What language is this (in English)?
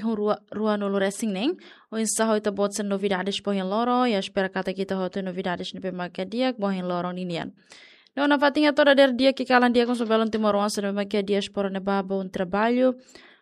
Tetum